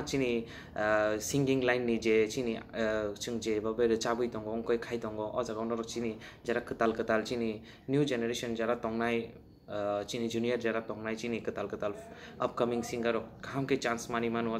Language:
Kok Borok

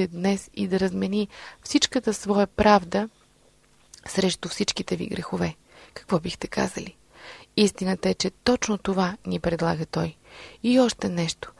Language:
Bulgarian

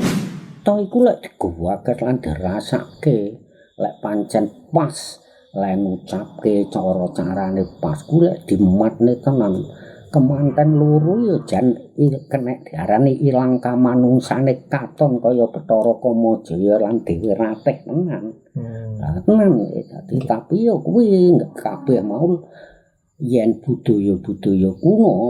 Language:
Javanese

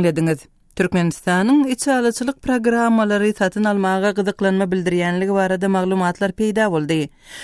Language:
Turkmen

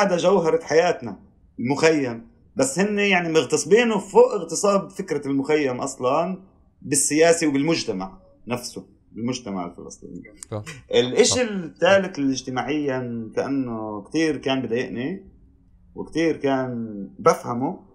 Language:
North Levantine Arabic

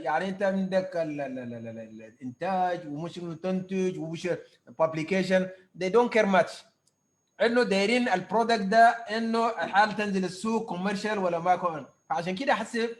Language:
Sudanese Arabic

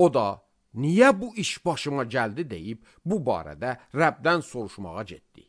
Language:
Azerbaijani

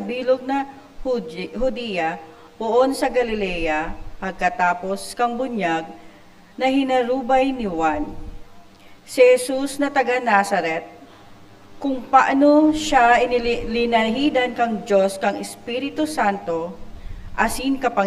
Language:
Bikol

